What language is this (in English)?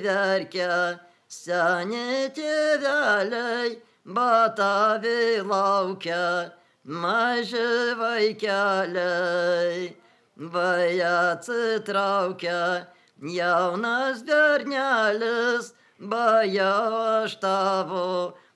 Lithuanian